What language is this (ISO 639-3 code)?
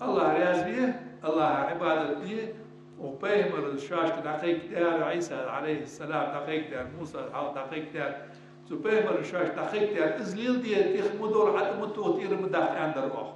inh